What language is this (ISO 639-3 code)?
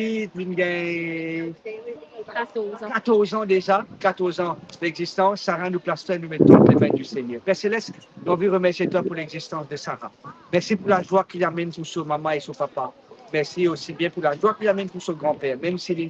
mfe